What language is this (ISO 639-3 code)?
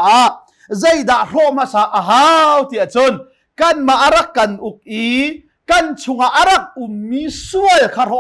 cnh